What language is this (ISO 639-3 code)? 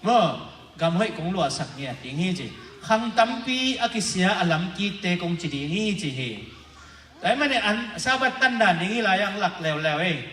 ctd